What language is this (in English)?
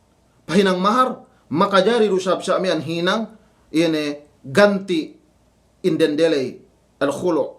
Yakan